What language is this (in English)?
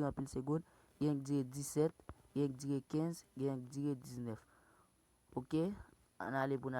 Haitian Creole